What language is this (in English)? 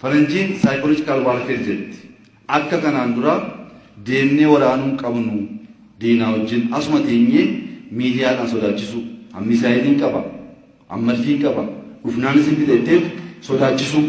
Oromo